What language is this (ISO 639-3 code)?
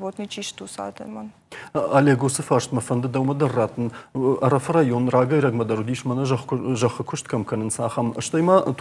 oss